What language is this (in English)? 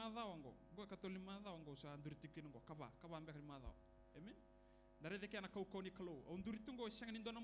Fijian